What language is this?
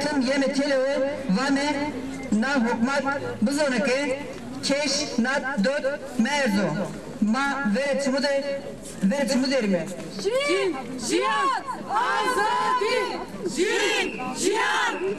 Zaza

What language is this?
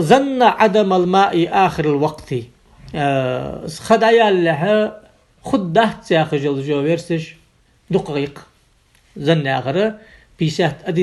Ingush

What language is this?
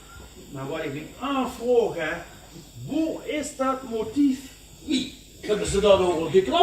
Limburgish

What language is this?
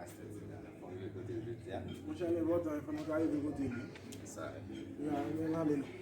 Haitian Creole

